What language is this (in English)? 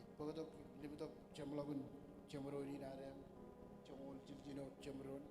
Marshallese